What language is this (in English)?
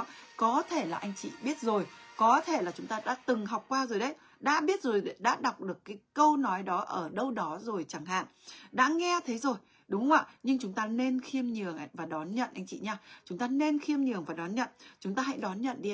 Vietnamese